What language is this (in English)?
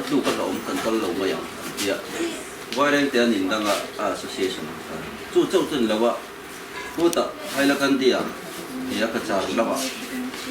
Mizo